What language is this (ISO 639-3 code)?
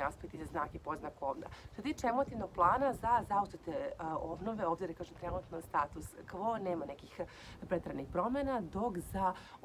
srp